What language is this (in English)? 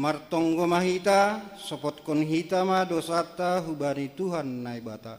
Batak Simalungun